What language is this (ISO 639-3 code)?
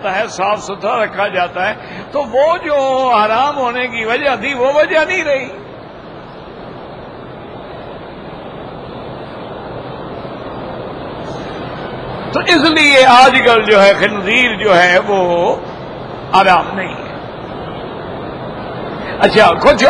urd